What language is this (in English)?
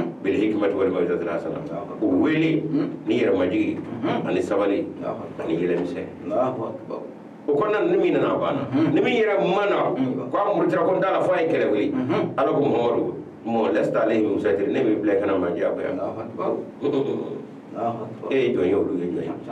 Bambara